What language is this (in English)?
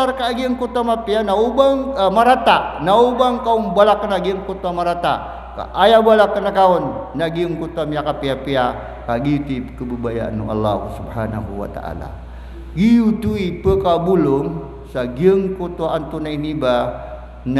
Maranao